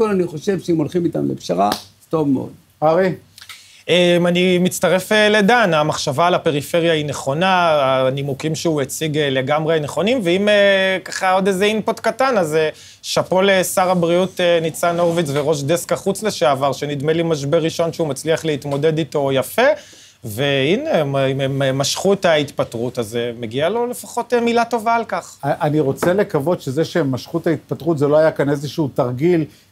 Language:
Hebrew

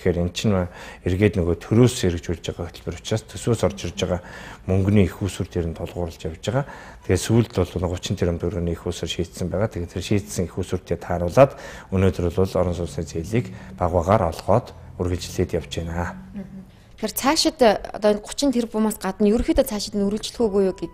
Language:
Mongolian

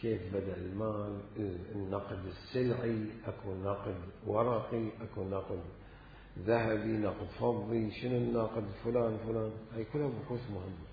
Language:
Mesopotamian Arabic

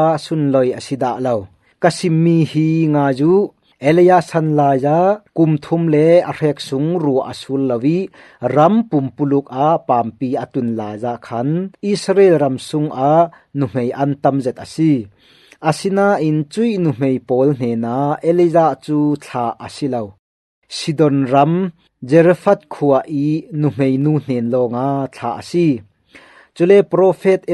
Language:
Falam Chin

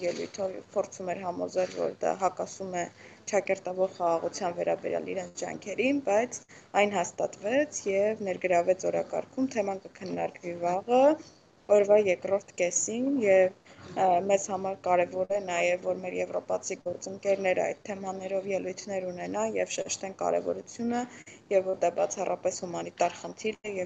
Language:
Armenian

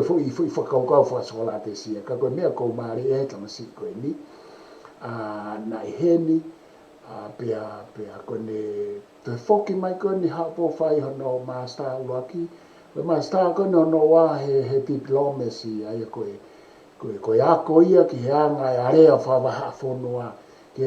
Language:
Tongan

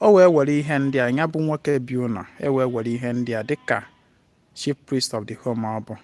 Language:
Igbo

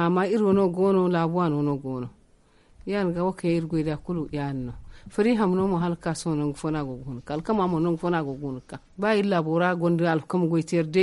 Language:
Zarma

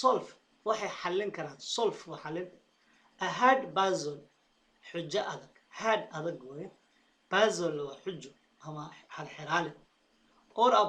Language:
Somali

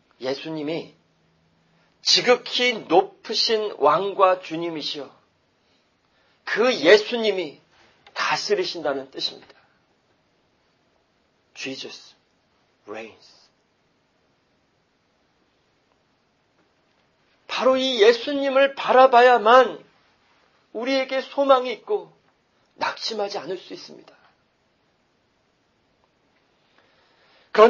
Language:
Korean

